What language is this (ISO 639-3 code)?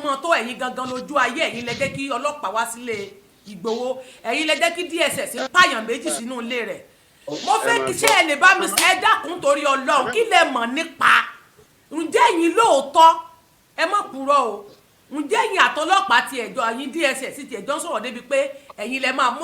yor